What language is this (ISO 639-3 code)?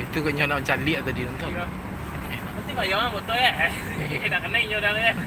min